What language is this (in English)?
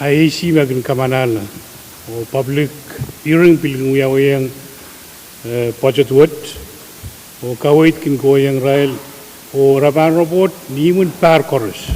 Pohnpeian